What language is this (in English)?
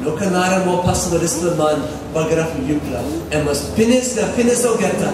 Tok Pisin